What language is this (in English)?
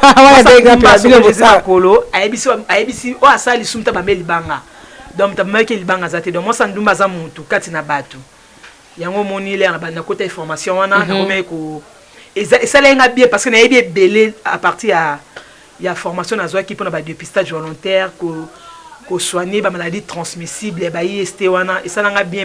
Lingala